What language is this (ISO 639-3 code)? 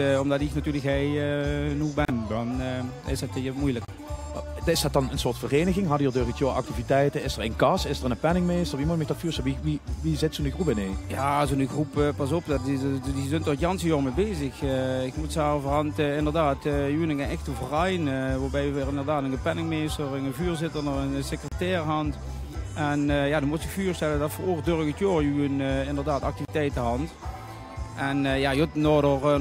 lim